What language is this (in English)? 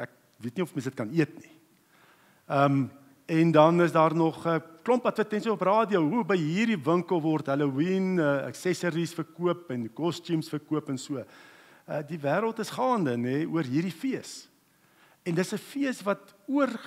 Afrikaans